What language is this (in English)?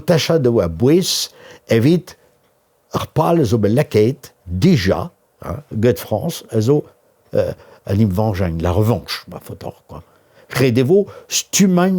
Breton